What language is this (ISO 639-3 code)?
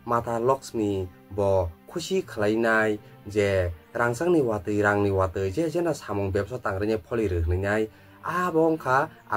trp